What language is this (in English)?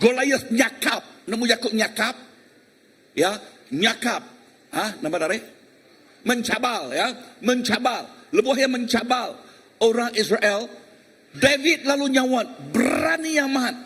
Iban